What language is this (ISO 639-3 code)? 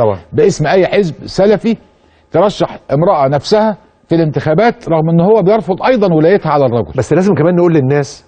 arz